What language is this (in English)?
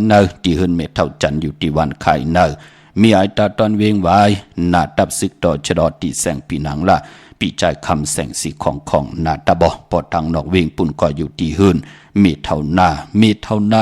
Shan